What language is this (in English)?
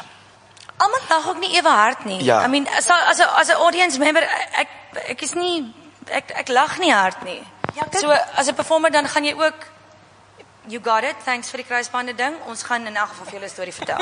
Afrikaans